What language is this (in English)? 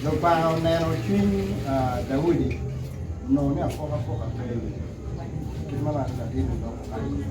Acoli